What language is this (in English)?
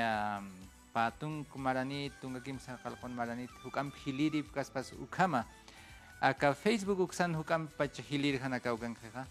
Aymara